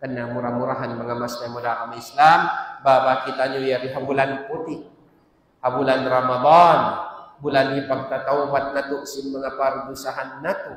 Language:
Tausug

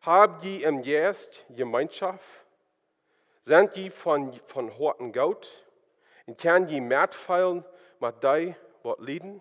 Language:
Plautdietsch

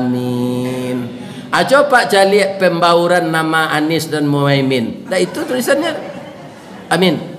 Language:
Minangkabau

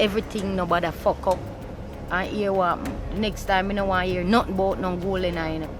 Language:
Jamaican Creole English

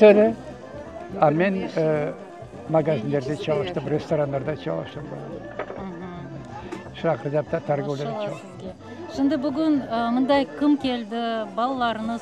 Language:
Crimean Tatar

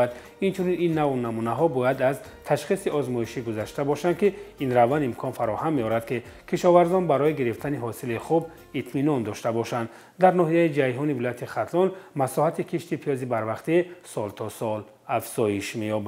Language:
Tajik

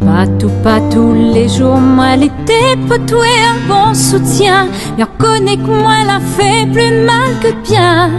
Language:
Réunion Creole French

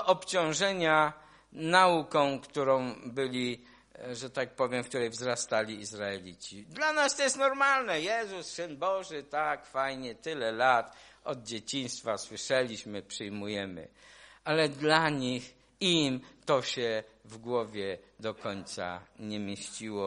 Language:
Polish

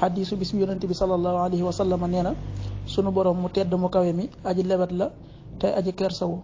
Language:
Wolof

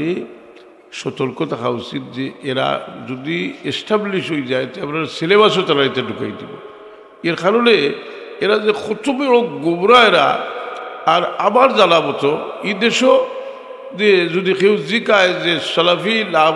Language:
Sylheti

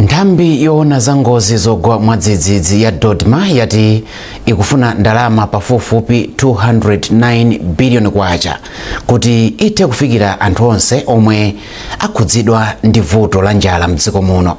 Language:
Nyanja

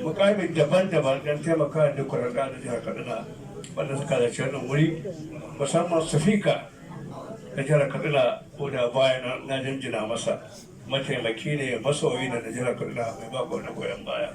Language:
Hausa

